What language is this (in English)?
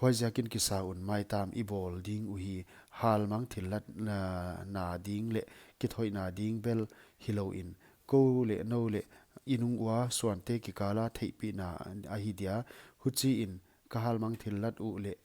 Paite Chin